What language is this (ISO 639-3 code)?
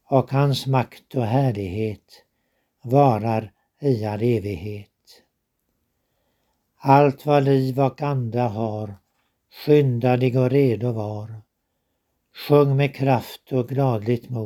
swe